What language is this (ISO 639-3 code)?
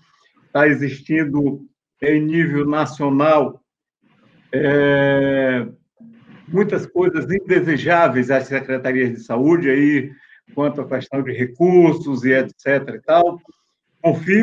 por